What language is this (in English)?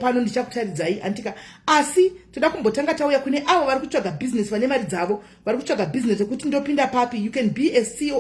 Shona